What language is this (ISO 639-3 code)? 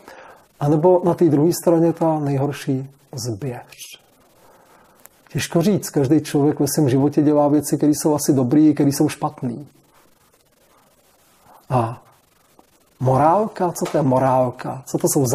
ces